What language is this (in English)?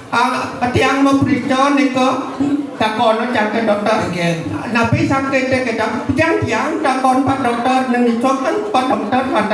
Balinese